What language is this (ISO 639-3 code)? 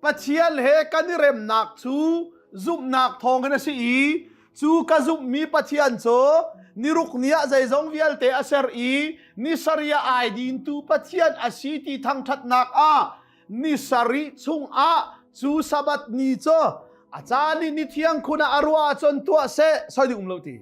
cnh